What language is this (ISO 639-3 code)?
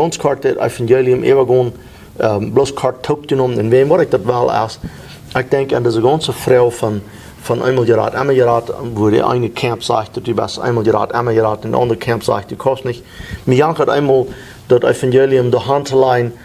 pdt